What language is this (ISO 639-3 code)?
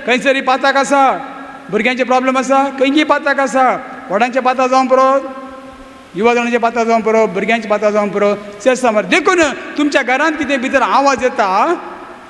kok